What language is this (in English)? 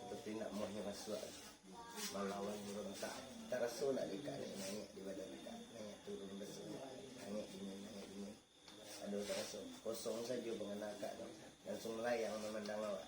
Minangkabau